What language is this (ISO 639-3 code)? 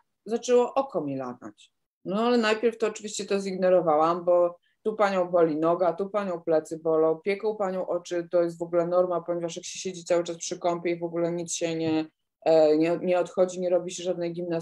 pol